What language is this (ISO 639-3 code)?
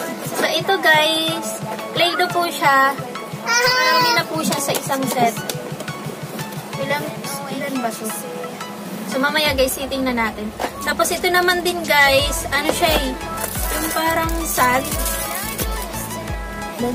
fil